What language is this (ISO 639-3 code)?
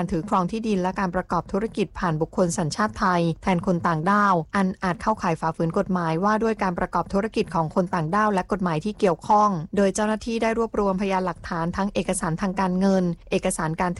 tha